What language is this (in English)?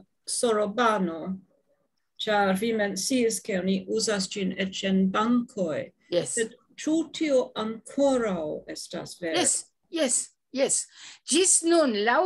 Esperanto